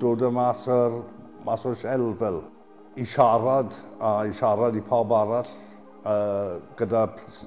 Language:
Welsh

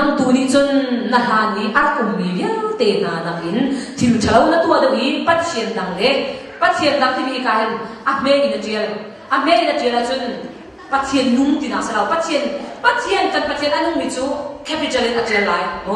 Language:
Hakha Chin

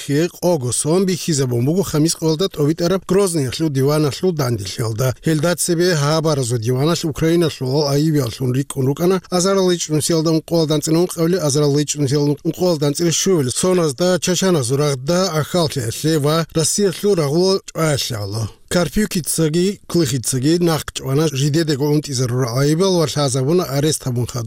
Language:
Avaric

